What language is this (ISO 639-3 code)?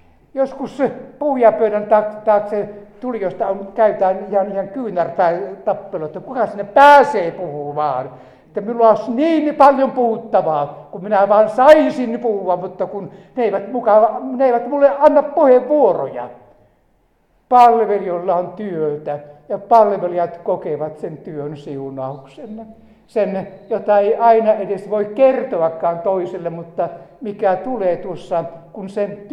fin